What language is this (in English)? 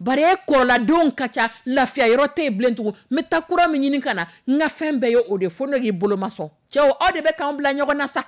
Dyula